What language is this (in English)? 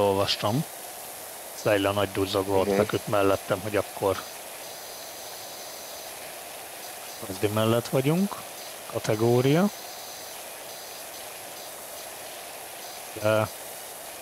Hungarian